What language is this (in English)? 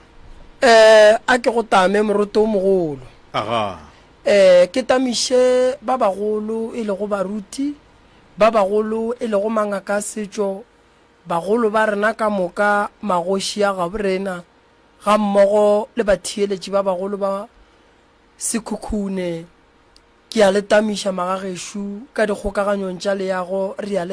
Northern Sotho